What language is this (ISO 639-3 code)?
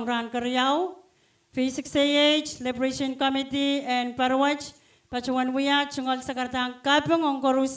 pon